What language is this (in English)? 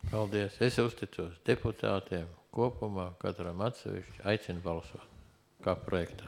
Latvian